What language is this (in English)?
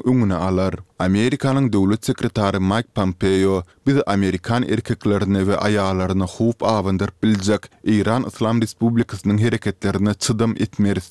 Turkmen